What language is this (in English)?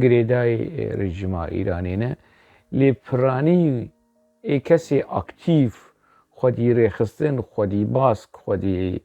Kurdish